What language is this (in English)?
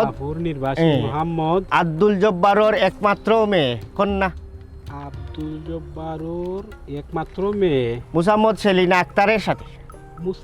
Sylheti